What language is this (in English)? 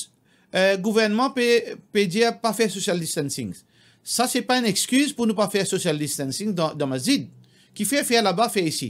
Morisyen